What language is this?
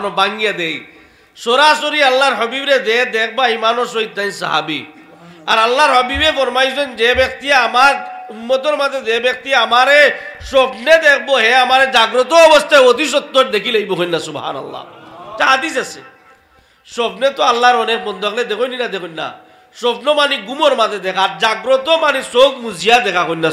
Sylheti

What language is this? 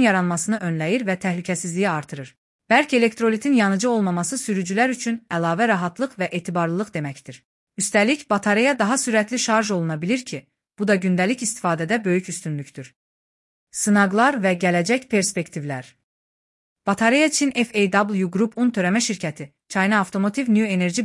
Azerbaijani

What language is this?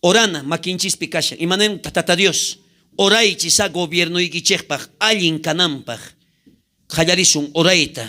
South Bolivian Quechua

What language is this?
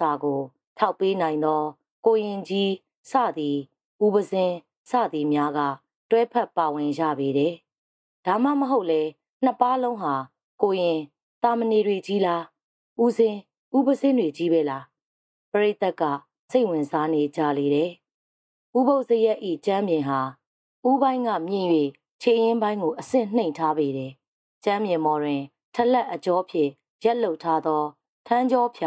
Burmese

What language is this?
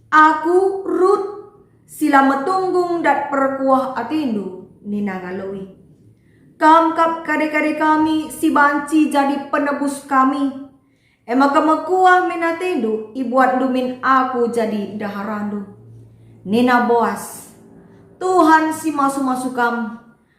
Batak Karo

